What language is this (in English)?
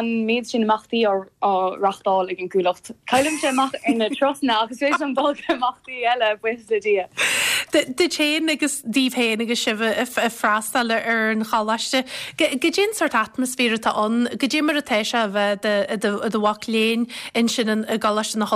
Irish